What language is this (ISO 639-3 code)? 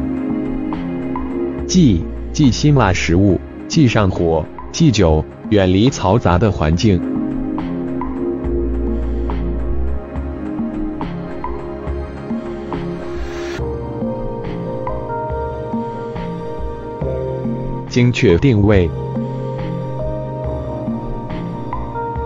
zho